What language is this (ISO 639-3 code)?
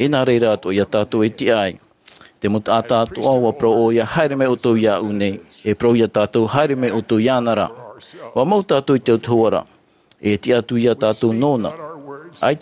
tah